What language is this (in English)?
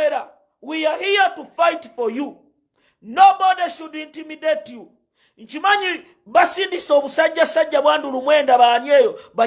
Ganda